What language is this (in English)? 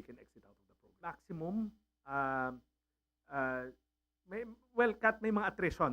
Waray